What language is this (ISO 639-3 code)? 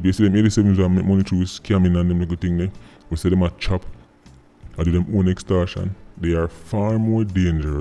jam